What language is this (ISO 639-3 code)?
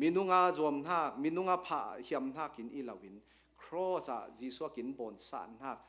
cnh